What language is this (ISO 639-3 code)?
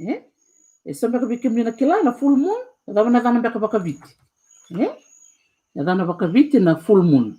fij